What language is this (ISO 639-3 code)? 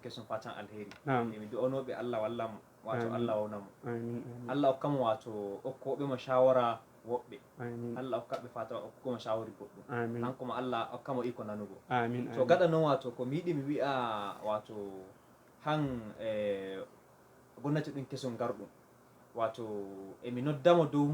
ful